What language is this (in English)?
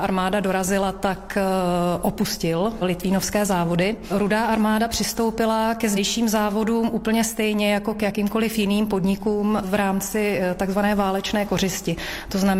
Czech